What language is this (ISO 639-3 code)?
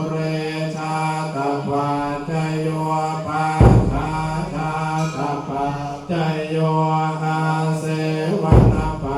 pli